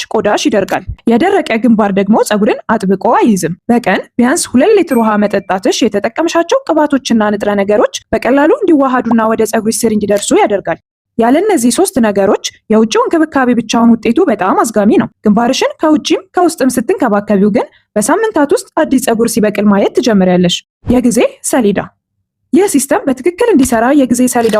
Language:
Amharic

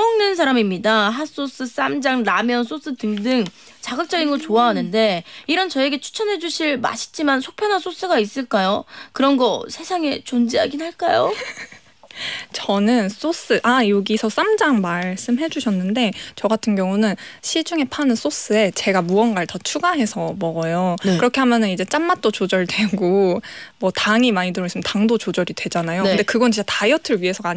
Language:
Korean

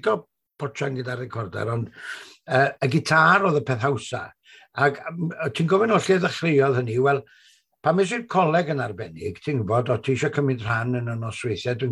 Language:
Welsh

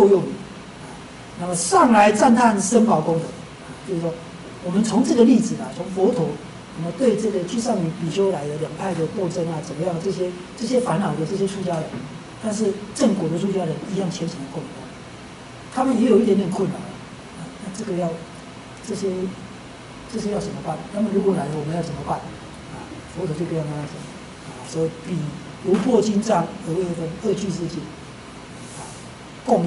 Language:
Chinese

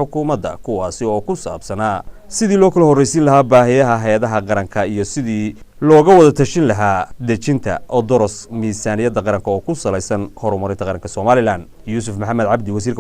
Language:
Somali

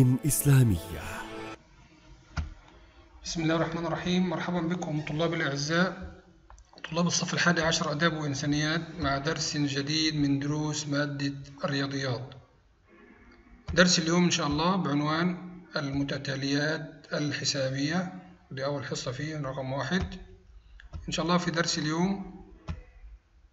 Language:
Arabic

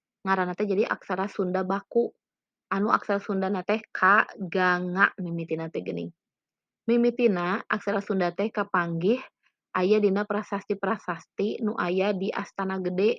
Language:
Sundanese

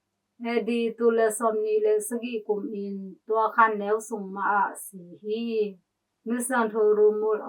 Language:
Tedim Chin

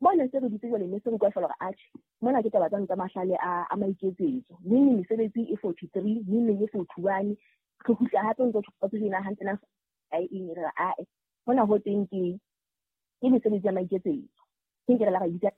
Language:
Southern Sotho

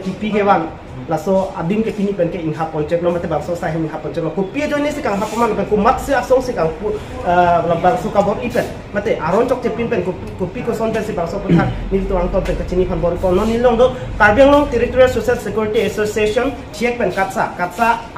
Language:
Karbi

